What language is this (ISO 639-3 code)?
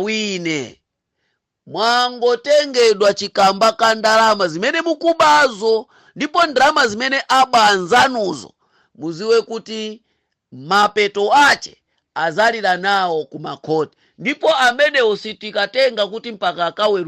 nya